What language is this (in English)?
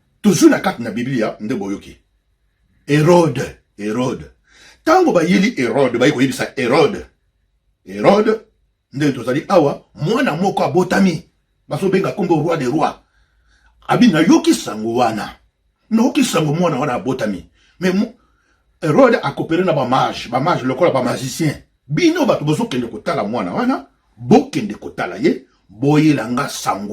Lingala